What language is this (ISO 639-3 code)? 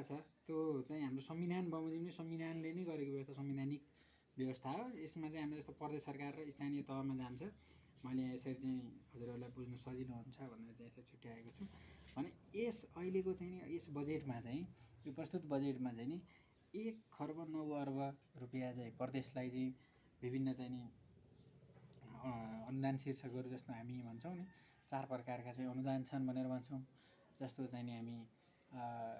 nep